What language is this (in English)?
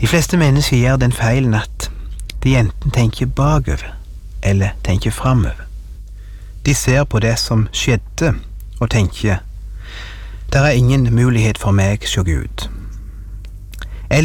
Norwegian